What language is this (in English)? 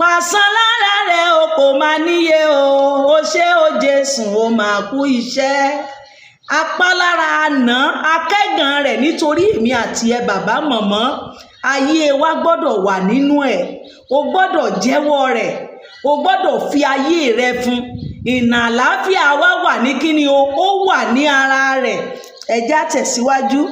Yoruba